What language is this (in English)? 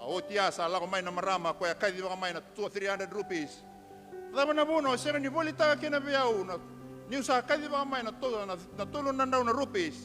Fijian